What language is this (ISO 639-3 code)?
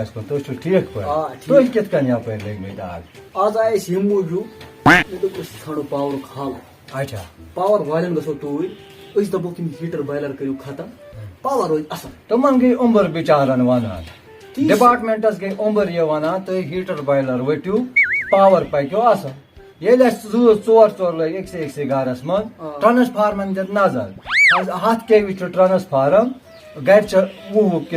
kas